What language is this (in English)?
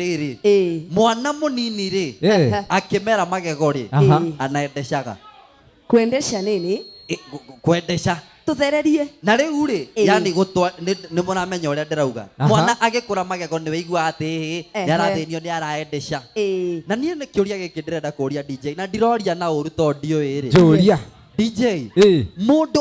Kikuyu